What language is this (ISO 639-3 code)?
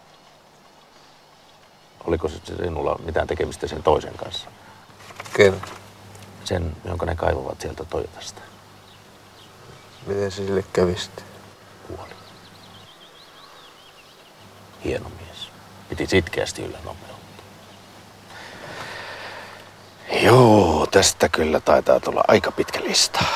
fin